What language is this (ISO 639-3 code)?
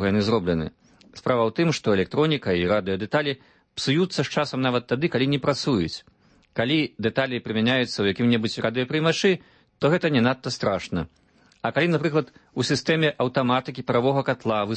bel